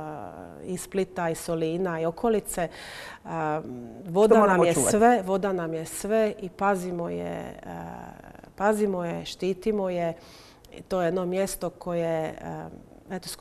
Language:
Croatian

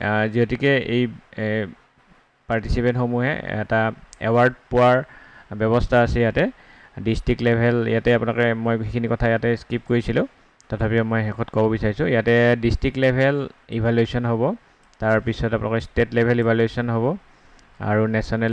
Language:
Assamese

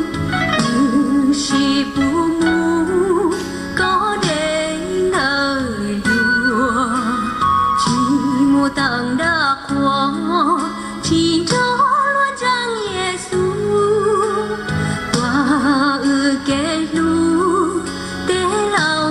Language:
Hmong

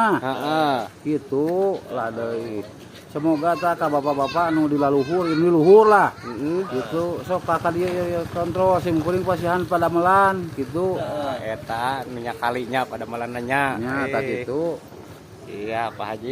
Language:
Sundanese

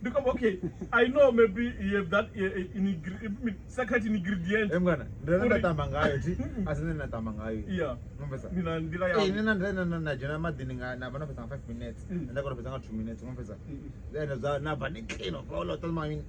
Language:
Venda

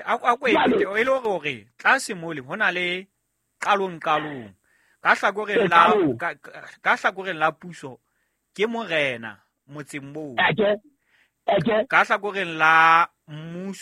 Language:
Southern Sotho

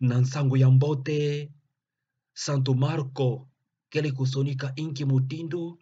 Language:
Kituba (Democratic Republic of Congo)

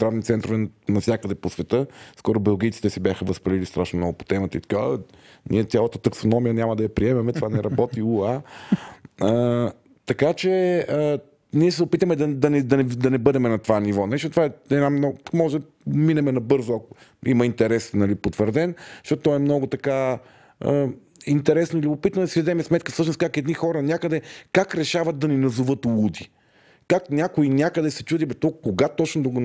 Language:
Bulgarian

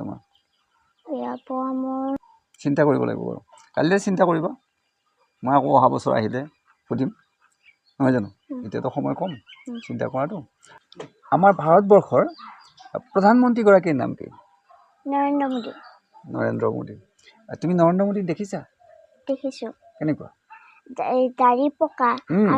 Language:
Assamese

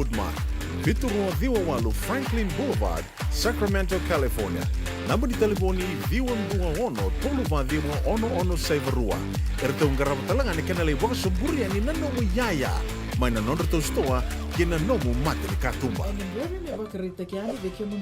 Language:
Fijian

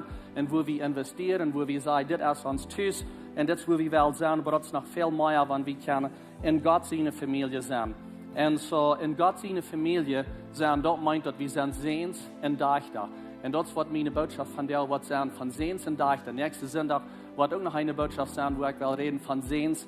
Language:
Plautdietsch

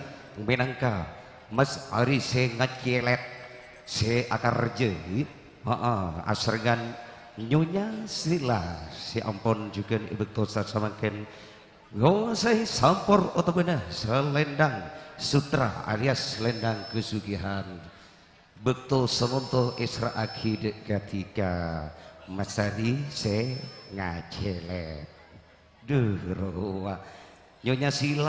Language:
Madurese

